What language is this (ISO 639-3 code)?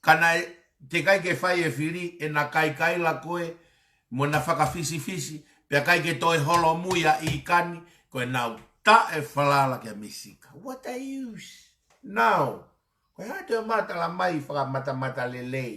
ton